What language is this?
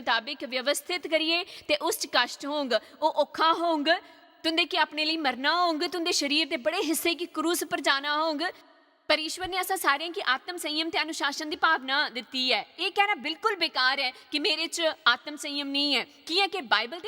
Dogri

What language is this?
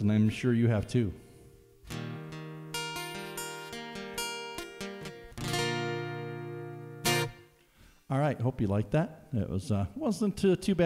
English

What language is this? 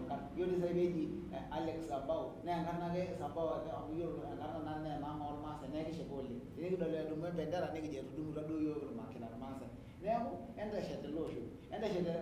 Masai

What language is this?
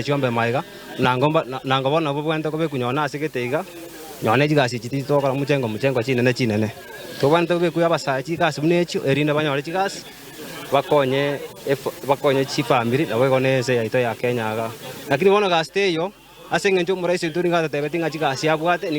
Gusii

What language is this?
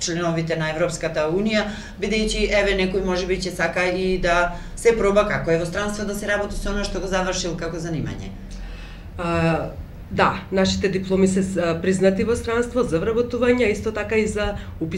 Macedonian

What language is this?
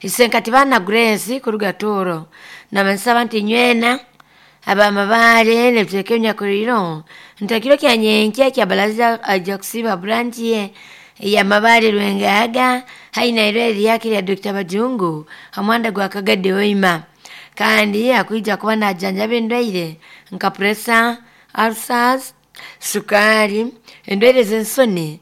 Nyoro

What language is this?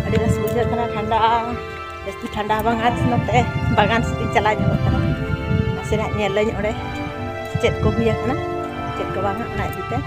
Santali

